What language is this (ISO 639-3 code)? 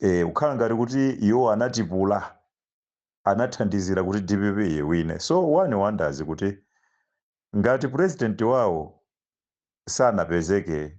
nya